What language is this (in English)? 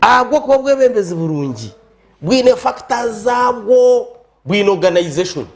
Nyankole